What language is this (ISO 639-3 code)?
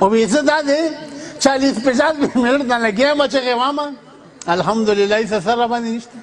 pus